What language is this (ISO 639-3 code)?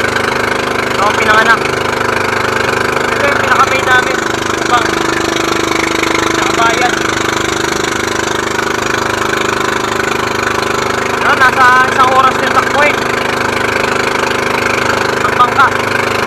fil